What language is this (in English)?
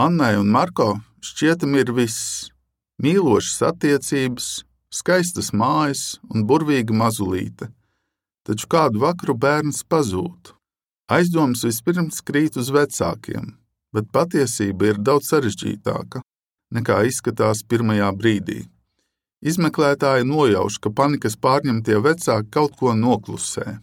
Latvian